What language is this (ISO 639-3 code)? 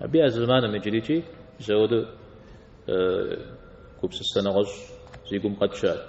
kbd